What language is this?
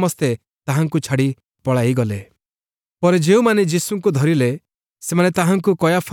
Odia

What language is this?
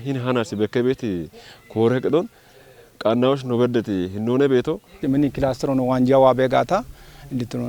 Kafa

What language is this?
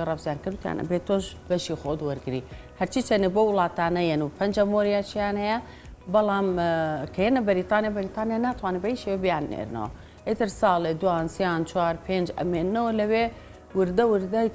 Central Kurdish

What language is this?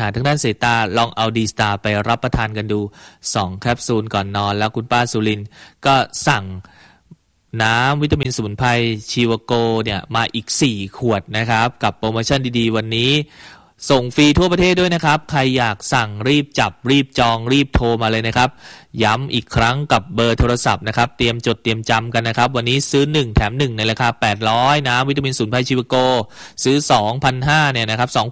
Thai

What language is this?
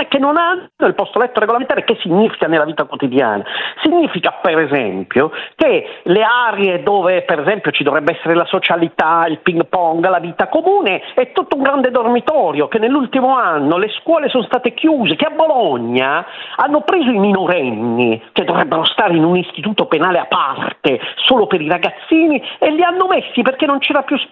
Italian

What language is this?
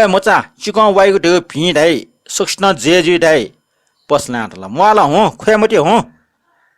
Newari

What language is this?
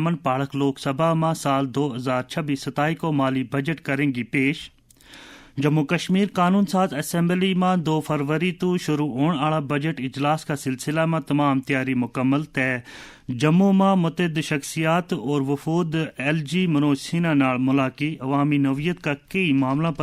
Gujari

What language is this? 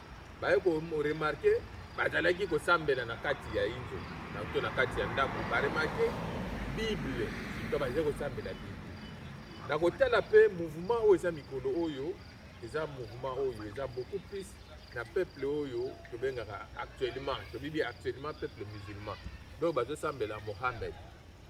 Lingala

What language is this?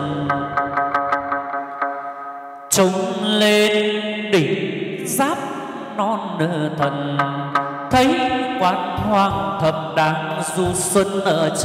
Vietnamese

